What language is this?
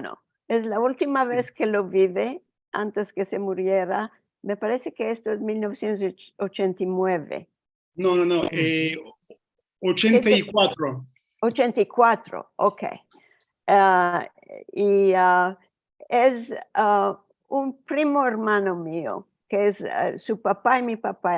Ladino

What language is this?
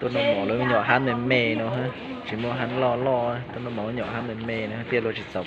Hmong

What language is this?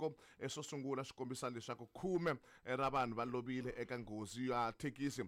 Tsonga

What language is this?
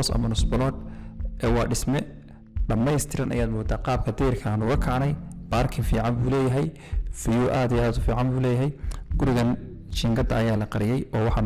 Somali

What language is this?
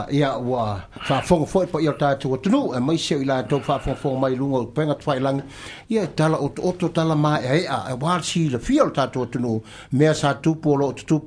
Samoan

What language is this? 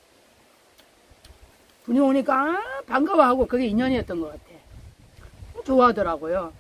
Korean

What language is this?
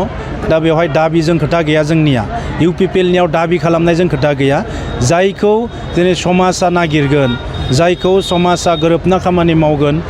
Bodo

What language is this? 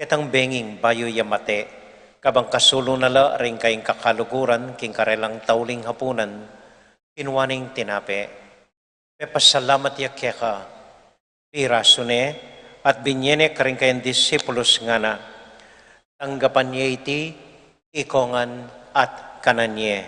Pampanga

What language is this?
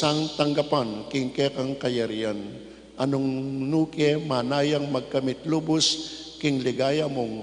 Pampanga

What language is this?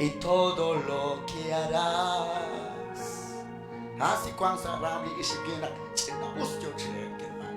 Kekchí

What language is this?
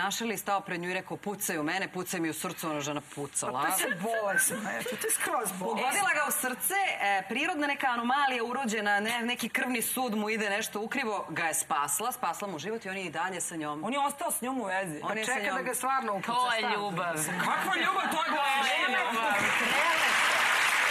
Serbian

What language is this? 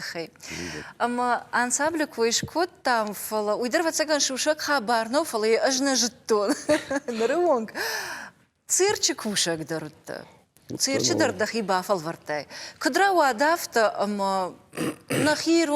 Ossetic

